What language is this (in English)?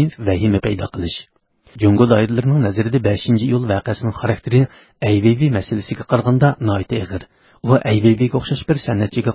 Uyghur